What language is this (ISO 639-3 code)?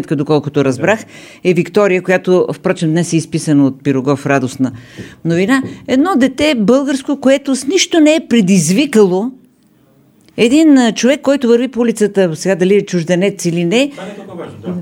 bul